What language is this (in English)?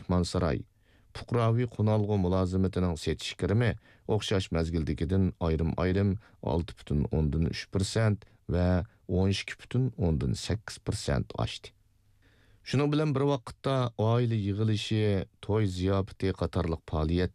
Uyghur